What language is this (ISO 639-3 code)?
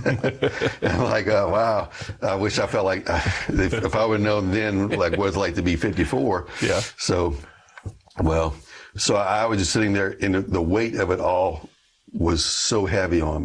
eng